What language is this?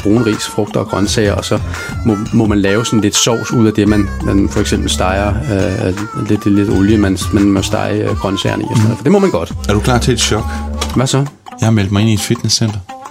Danish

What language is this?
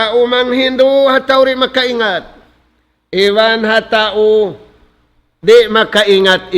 Tausug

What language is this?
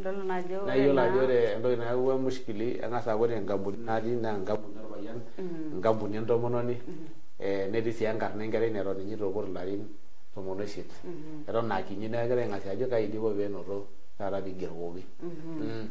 Masai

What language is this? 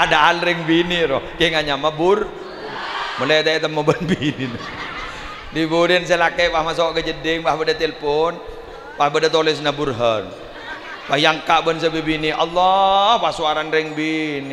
Madurese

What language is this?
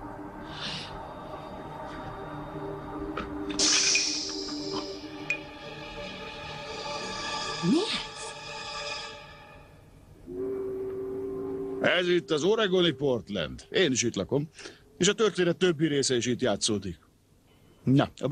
Hungarian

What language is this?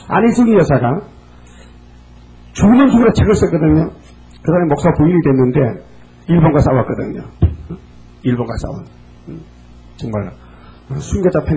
Korean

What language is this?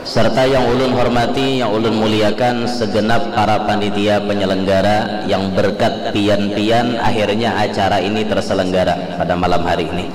Banjar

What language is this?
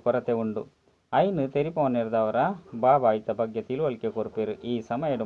Tulu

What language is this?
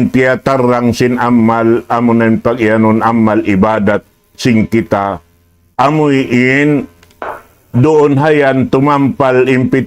Tausug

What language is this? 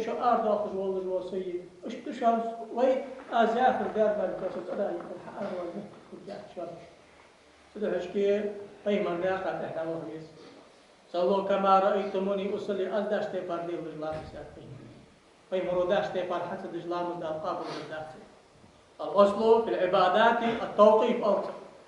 Ingush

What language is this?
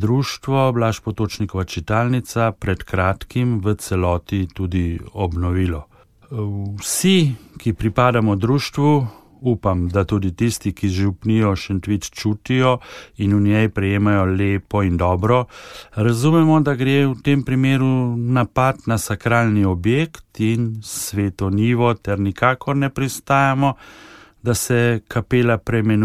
Slovenian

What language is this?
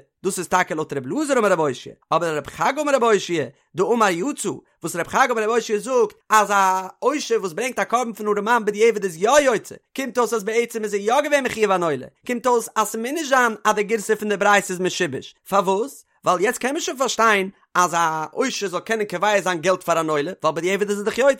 Yiddish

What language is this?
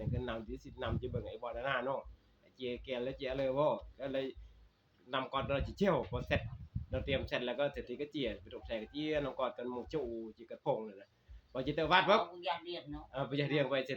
Northeastern Thai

